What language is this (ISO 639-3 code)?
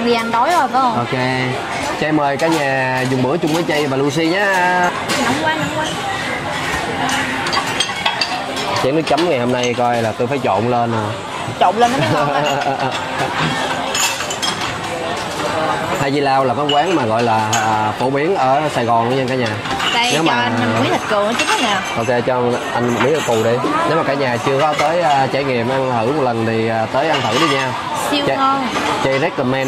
vie